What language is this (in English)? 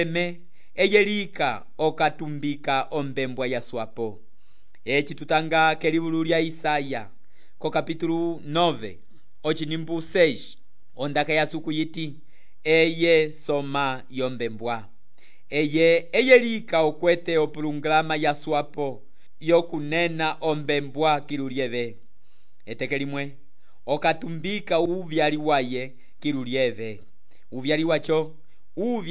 Umbundu